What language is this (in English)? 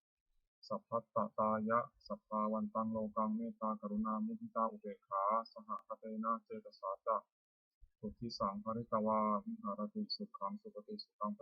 Pali